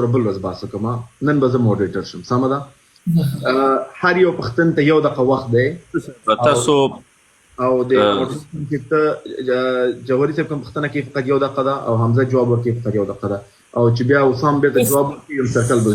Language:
Pashto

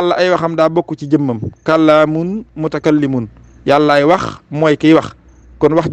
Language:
Wolof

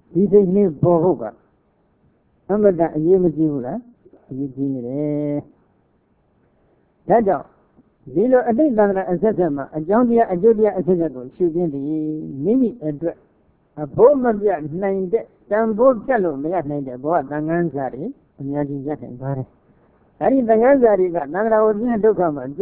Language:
Burmese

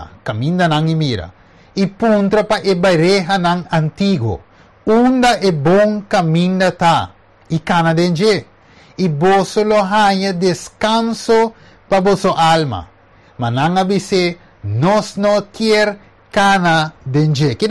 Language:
Papiamento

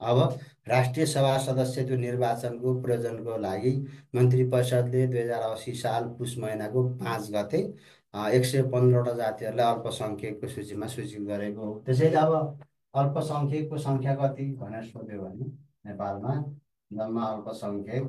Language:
Nepali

